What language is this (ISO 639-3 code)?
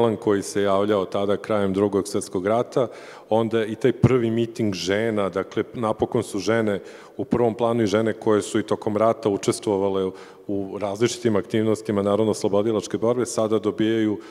srp